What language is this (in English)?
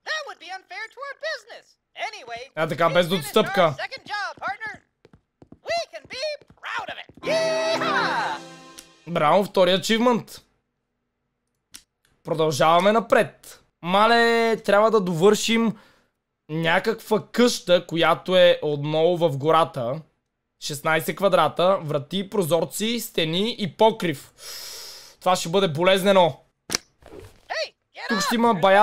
Bulgarian